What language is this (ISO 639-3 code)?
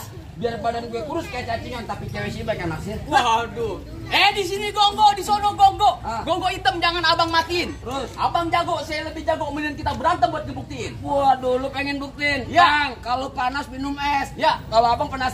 bew